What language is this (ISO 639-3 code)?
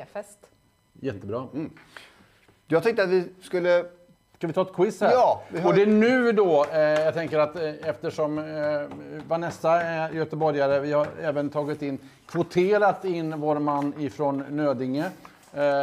swe